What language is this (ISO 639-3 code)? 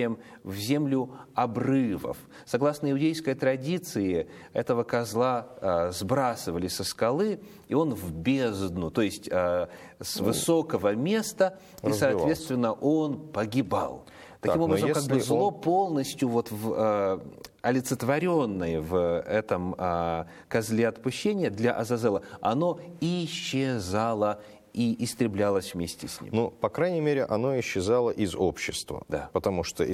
rus